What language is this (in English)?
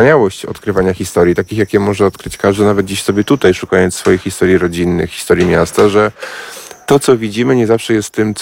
Polish